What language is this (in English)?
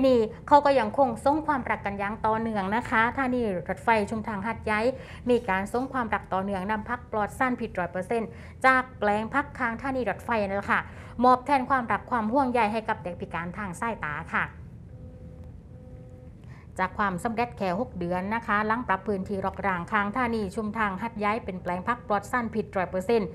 Thai